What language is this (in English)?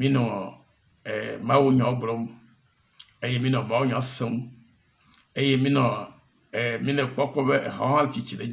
Ewe